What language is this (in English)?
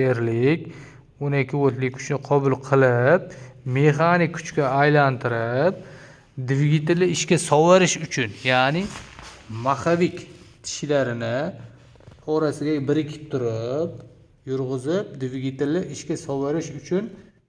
Uzbek